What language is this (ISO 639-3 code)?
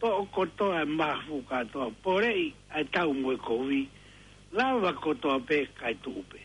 ton